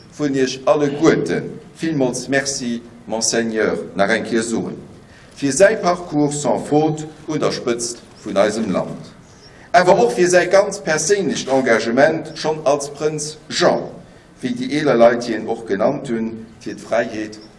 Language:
Luxembourgish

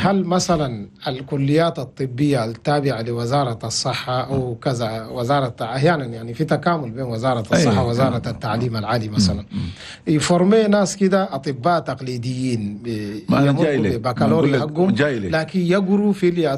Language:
Chadian Arabic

